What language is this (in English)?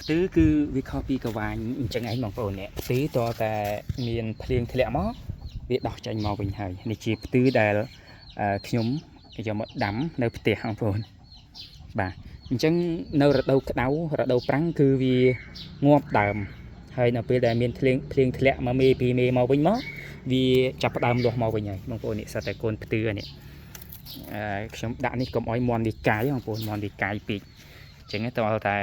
Khmer